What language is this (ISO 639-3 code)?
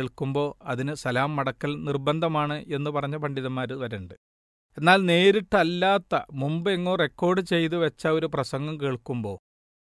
mal